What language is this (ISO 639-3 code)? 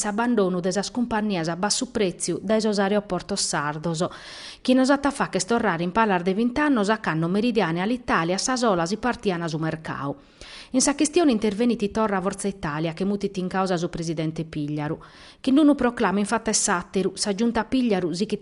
srd